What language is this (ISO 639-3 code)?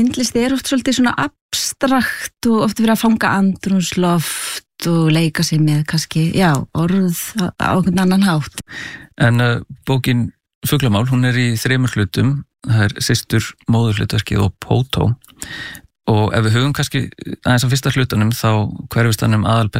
isl